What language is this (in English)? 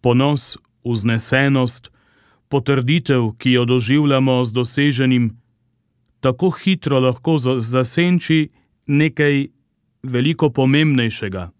Slovenian